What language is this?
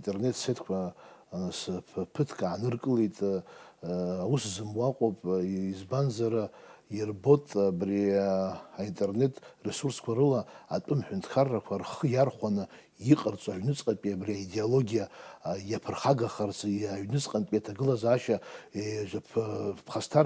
Abkhazian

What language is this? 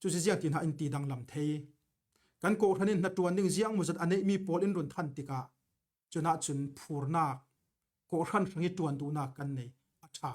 Falam Chin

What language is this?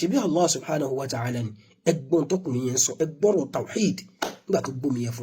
Yoruba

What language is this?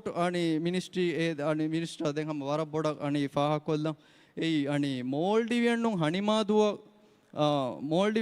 Divehi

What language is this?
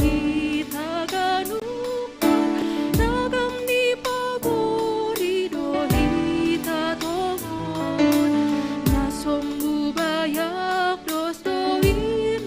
Batak Simalungun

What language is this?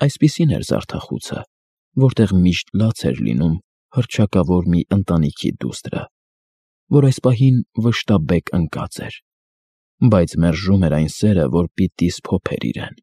Armenian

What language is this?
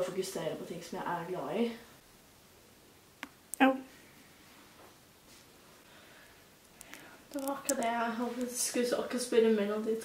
Norwegian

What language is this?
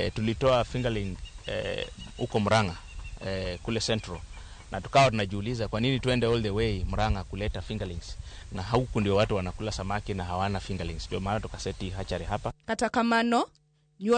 Luo (Kenya and Tanzania)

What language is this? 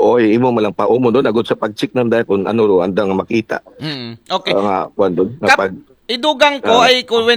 Aklanon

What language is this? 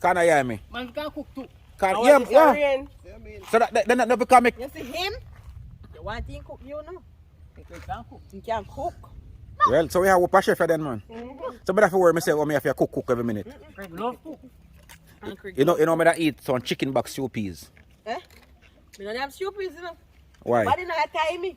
Jamaican Creole English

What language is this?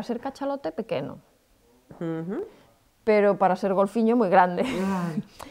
Galician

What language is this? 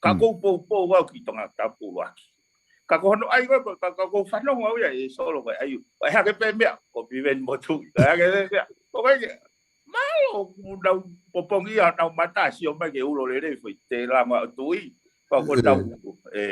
Tongan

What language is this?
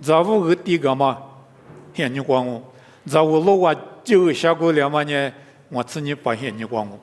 Lisu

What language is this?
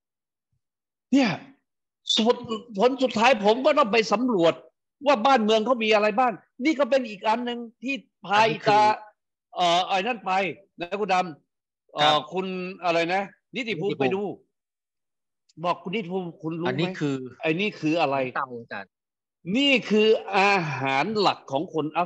Thai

